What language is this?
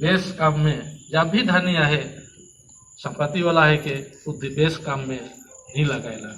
Sadri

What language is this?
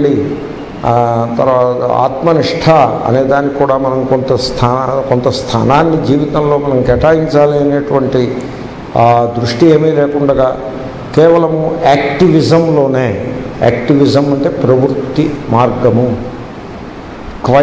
Telugu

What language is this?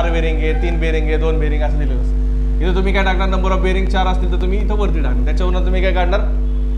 Marathi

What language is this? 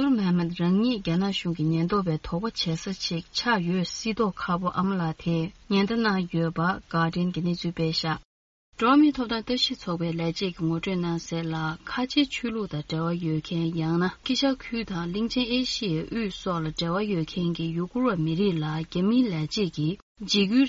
Tibetan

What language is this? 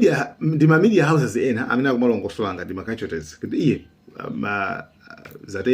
Nyanja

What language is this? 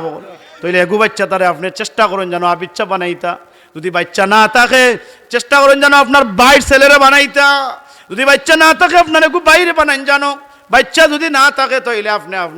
Sylheti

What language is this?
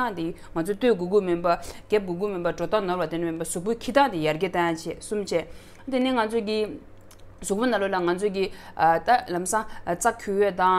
Tibetan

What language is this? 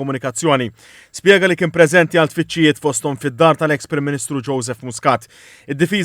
Maltese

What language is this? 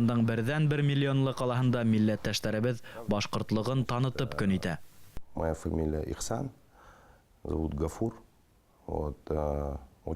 Bashkir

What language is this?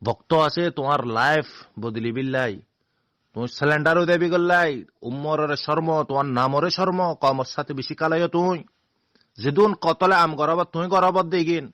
Rohingya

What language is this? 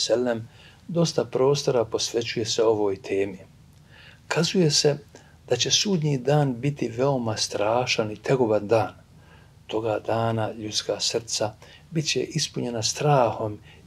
Bosnian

